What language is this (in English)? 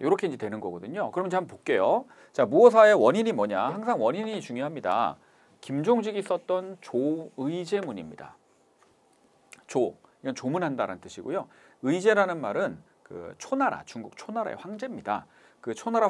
Korean